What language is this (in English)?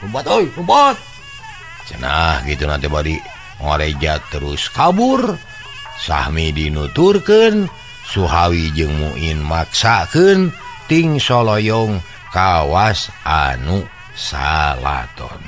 Sundanese